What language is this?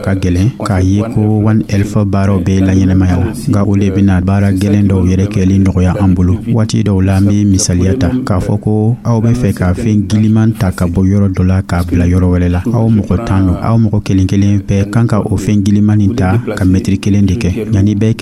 Dyula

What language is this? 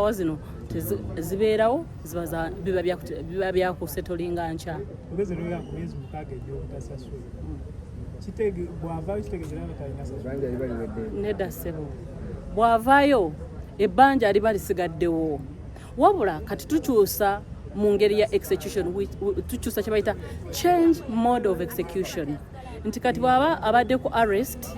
Ganda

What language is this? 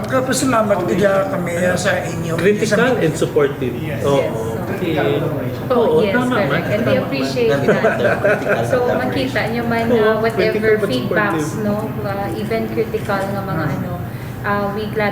Hiligaynon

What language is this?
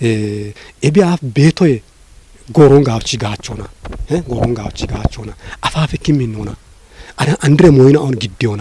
Kafa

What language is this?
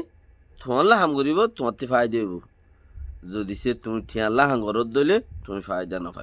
Rohingya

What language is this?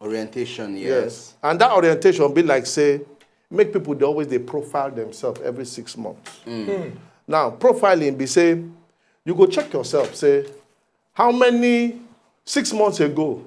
Nigerian Pidgin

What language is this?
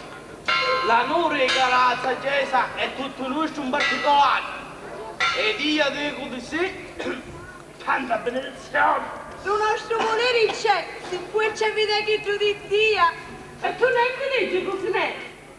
Sicilian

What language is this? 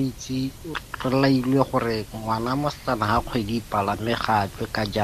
Tswana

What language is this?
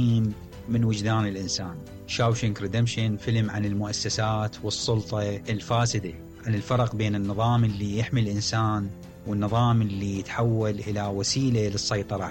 Mesopotamian Arabic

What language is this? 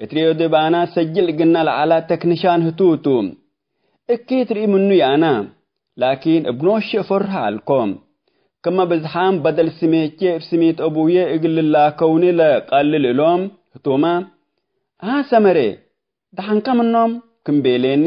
Tigre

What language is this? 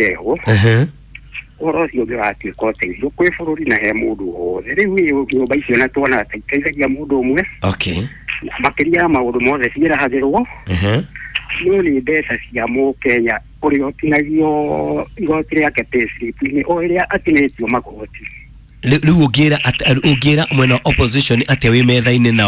Kikuyu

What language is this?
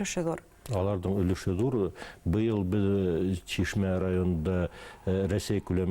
Bashkir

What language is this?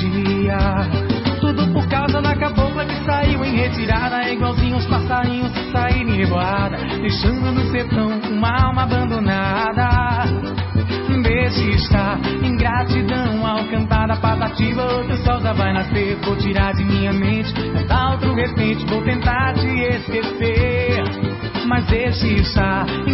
Portuguese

